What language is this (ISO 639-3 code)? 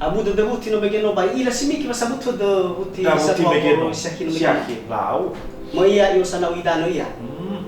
nia